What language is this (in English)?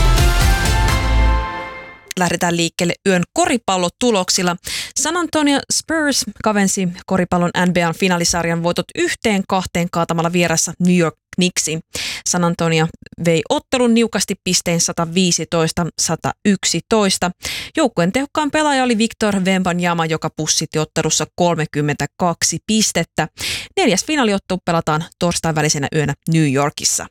Finnish